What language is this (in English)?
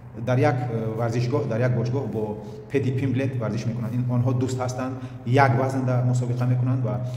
Tajik